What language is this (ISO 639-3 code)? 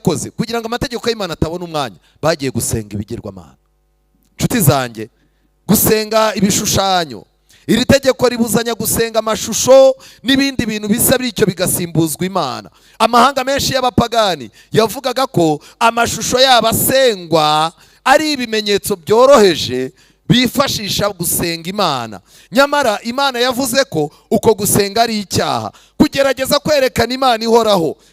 kin